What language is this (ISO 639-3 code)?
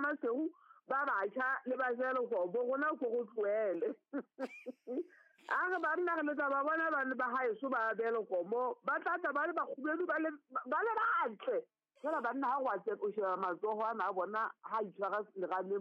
sot